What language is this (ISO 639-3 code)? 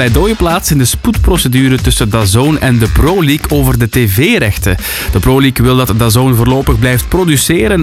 nld